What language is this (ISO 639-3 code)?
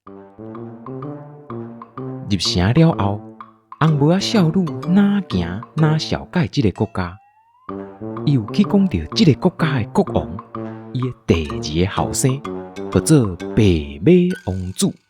nan